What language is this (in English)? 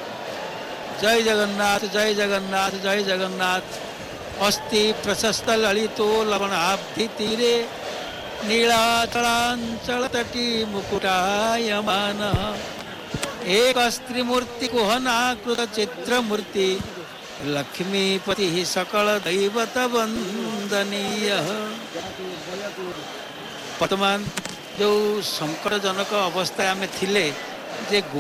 Odia